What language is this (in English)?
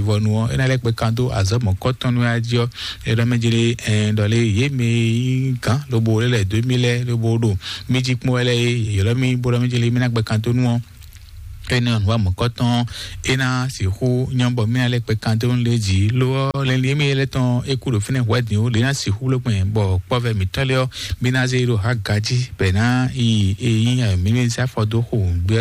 Fon